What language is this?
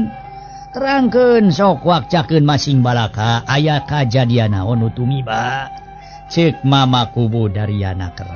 Sundanese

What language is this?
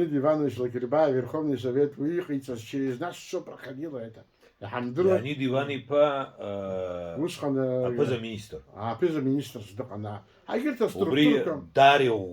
Abkhazian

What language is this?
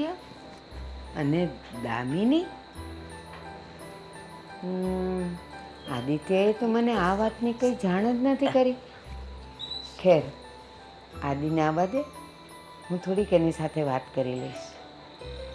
Gujarati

